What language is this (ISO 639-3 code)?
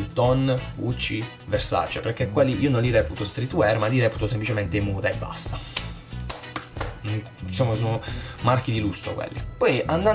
ita